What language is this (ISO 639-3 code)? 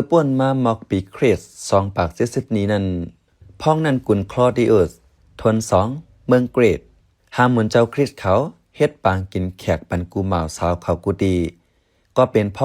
shn